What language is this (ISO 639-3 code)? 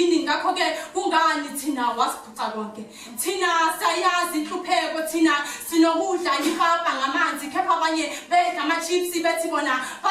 zul